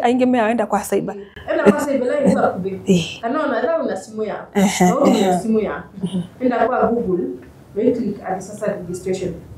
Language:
Kamba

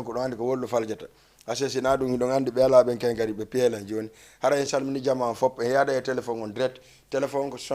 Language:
Fula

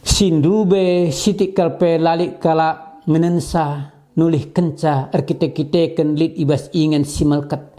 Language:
Batak Karo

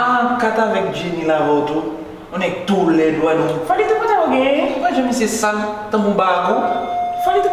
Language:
Haitian Creole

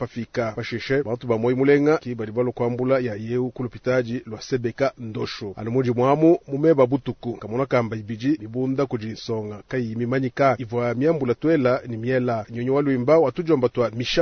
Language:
Luba-Lulua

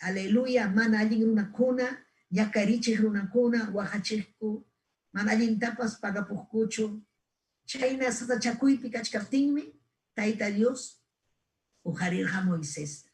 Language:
Ayacucho Quechua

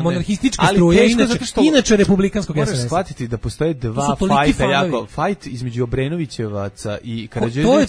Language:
Serbian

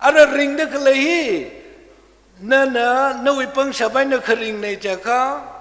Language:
Tangkhul Naga (India)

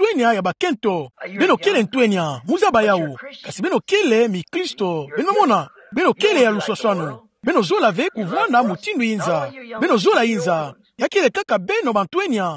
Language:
Kituba (Democratic Republic of Congo)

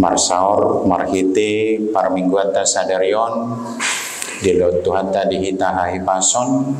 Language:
Batak Toba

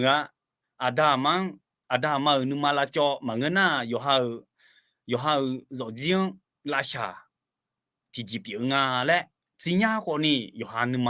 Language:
Akha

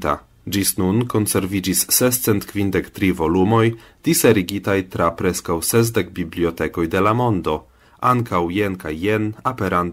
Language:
Esperanto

